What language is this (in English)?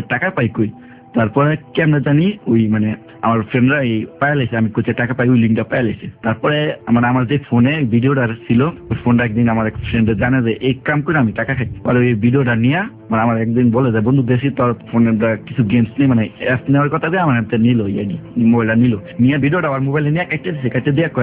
Bangla